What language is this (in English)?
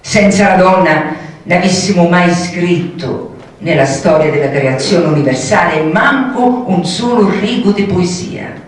Sicilian